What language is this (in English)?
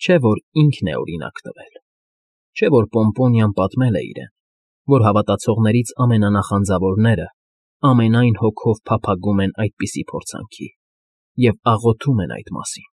Armenian